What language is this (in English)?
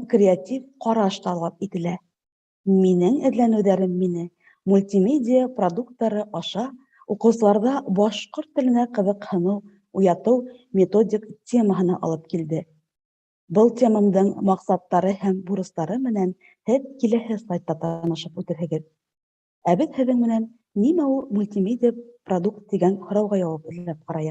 Bashkir